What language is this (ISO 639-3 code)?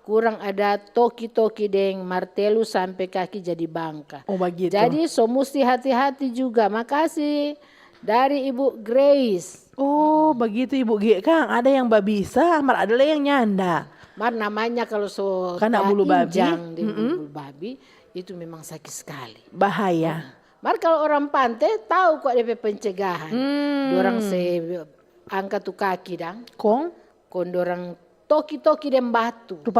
xmm